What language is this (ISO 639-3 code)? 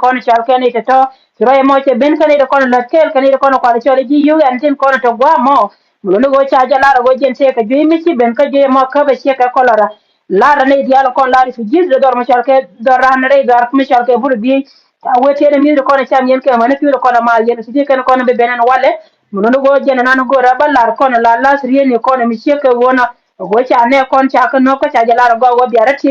nus